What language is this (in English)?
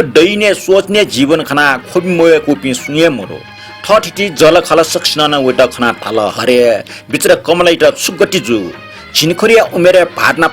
Newari